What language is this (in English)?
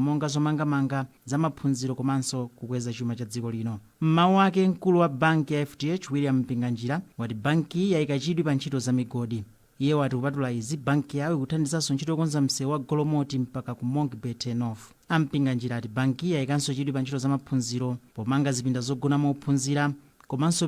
Nyanja